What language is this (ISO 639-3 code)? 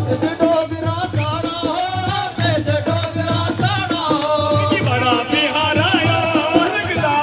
doi